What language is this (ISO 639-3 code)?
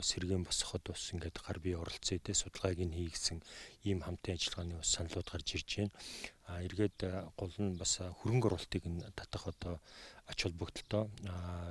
mon